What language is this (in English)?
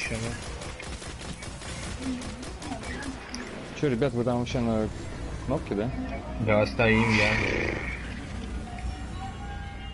Russian